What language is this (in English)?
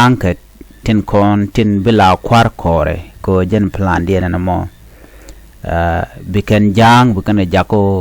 Nuer